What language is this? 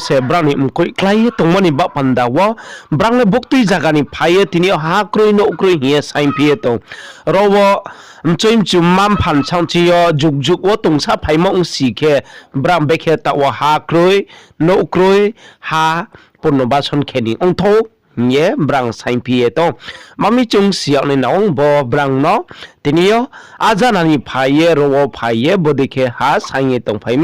Riang (India)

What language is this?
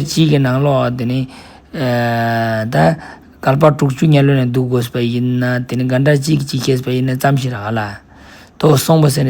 Ladakhi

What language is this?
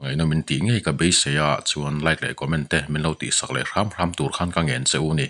Mizo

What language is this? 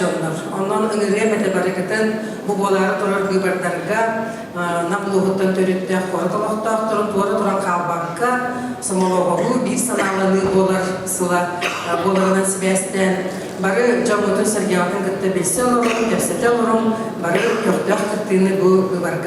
Yakut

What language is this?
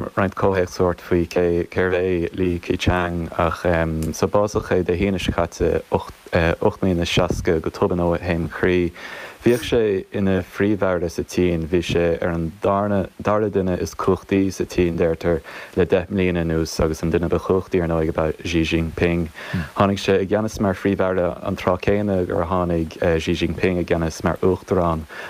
Irish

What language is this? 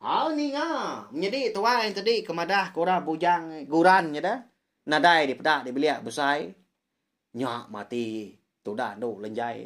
Iban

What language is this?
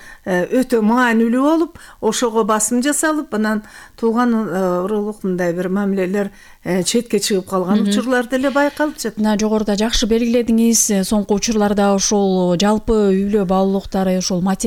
Kyrgyz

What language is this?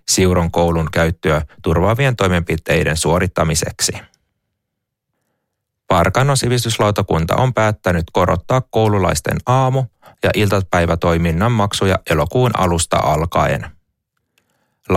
Finnish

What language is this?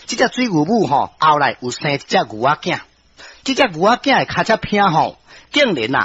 Min Nan Chinese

